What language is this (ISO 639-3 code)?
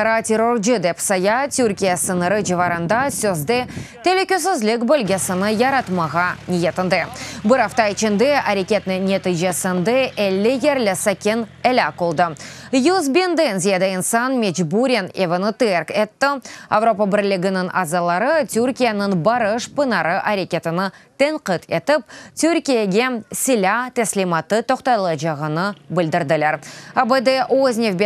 crh